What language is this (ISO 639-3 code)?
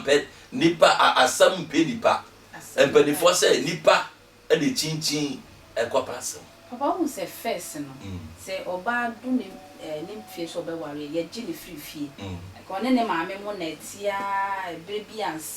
aka